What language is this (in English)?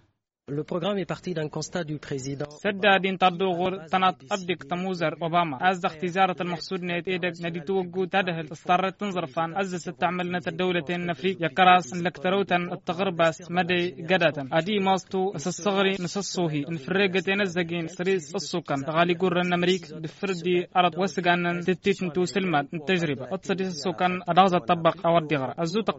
Hausa